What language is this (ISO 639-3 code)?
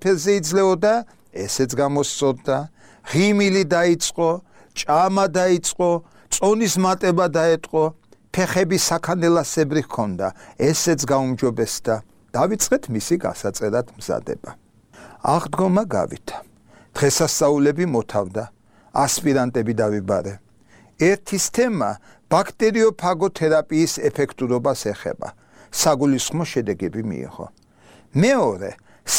kat